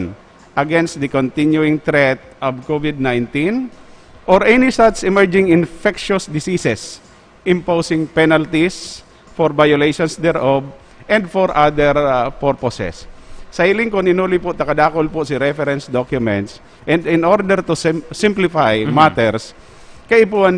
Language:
Bikol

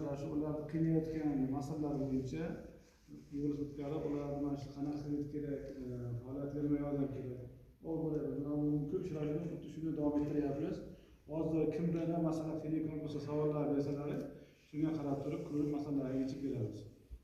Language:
Uzbek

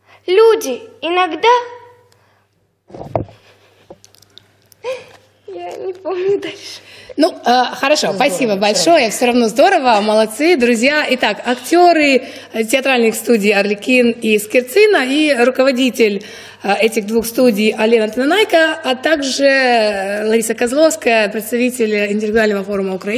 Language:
Russian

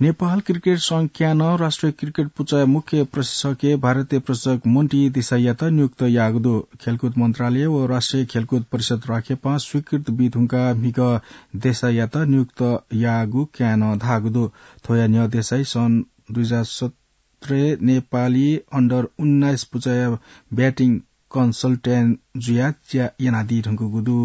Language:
Newari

